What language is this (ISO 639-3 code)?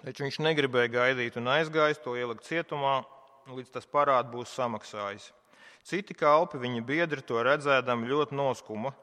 lav